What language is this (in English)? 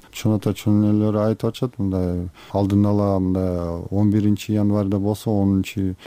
Kyrgyz